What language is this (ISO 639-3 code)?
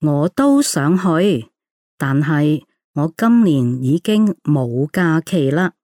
yue